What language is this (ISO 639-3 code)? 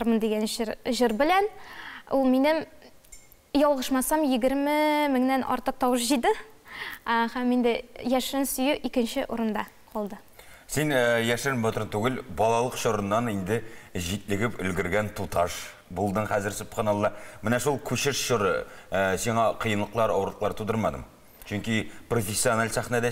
tat